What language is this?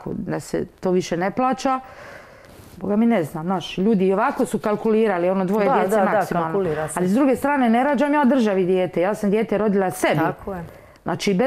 Croatian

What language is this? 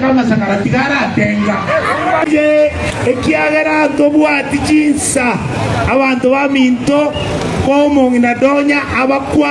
Gusii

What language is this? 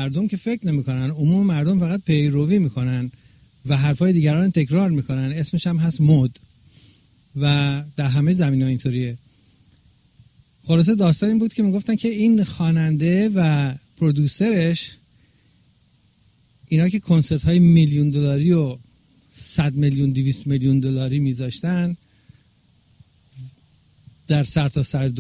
Persian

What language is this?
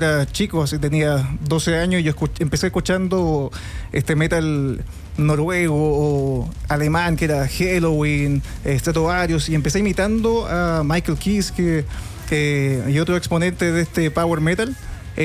Spanish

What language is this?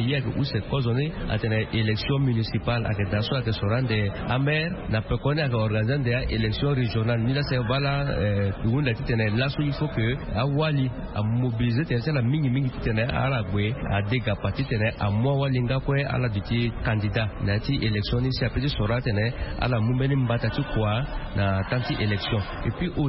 Sango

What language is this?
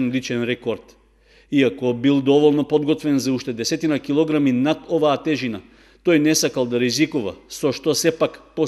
Macedonian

